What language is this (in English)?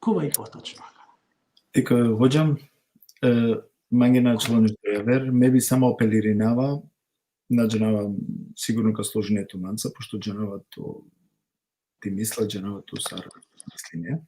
Balkan Romani